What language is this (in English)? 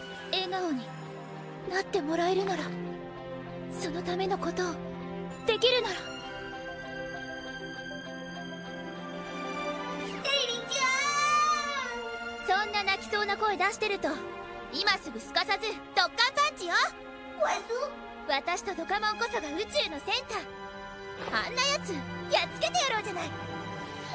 Japanese